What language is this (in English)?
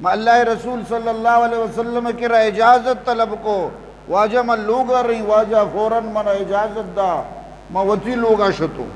Eastern Balochi